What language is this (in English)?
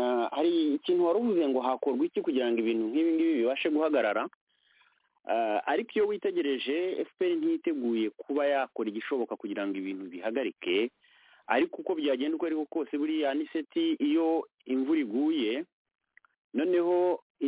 Kinyarwanda